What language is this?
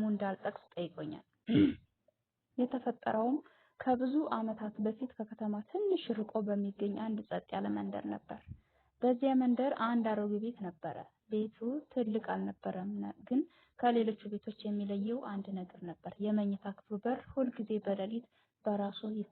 Amharic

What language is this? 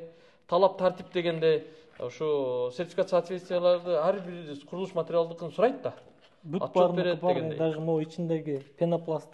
Kyrgyz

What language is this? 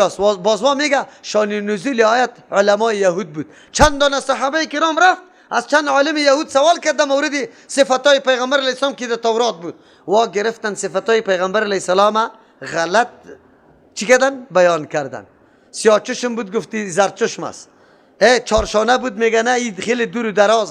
Persian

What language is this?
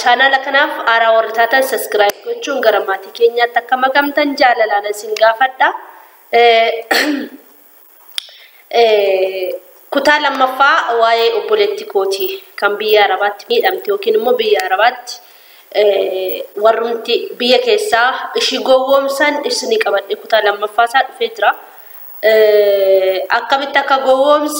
Oromo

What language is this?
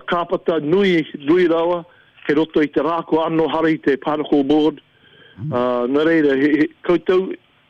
Māori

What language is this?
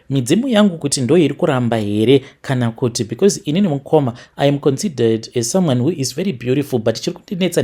Shona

